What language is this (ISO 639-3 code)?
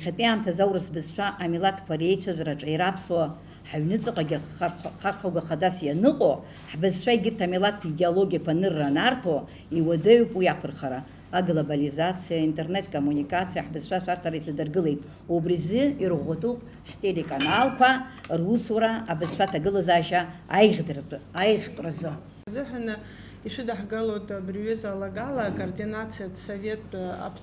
abk